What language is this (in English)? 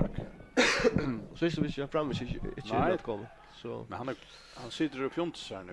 Faroese